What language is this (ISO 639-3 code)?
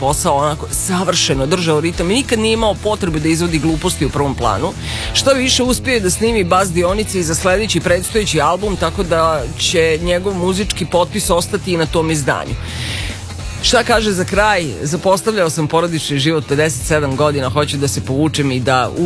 srp